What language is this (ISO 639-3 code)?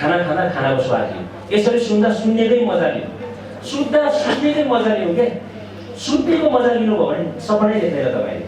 nep